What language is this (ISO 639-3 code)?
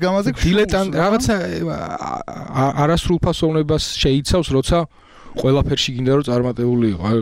kat